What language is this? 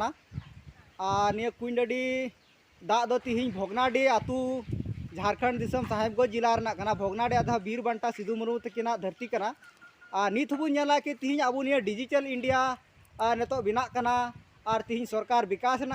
Santali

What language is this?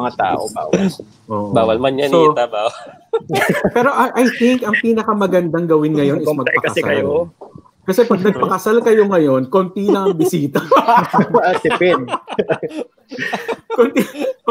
Filipino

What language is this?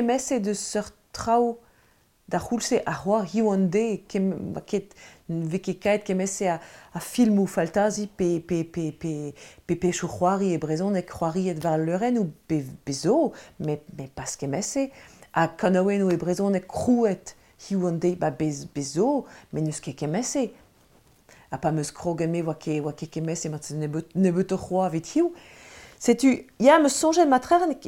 Breton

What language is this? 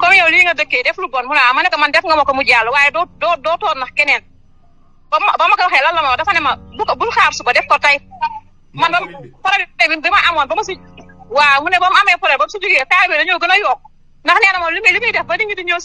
Wolof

